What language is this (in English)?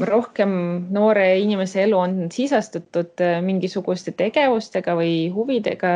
Estonian